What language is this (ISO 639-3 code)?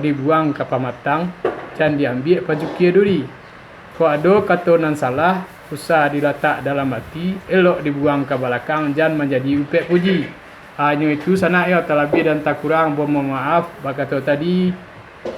min